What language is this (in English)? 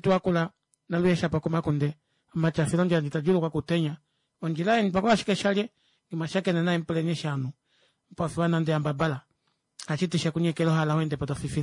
Kuanyama